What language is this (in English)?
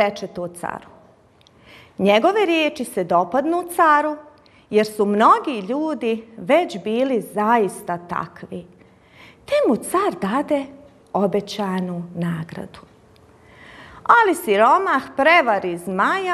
Bosnian